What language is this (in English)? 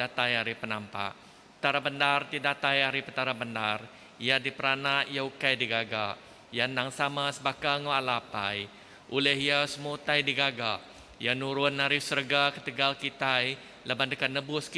Iban